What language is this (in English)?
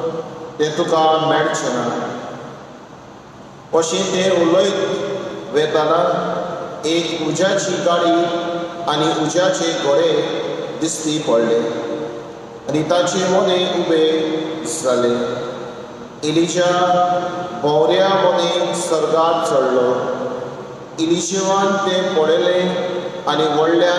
Konkani